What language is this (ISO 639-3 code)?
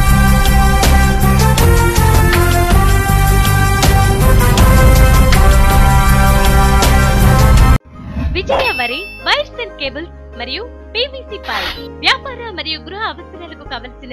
tel